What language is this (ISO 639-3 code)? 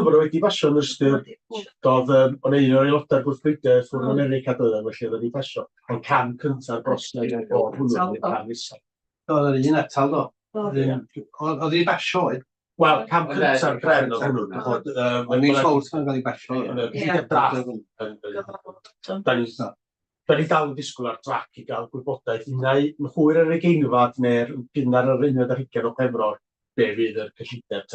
cym